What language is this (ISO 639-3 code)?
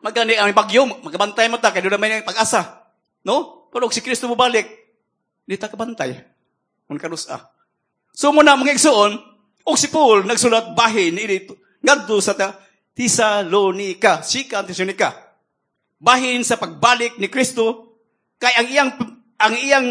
ceb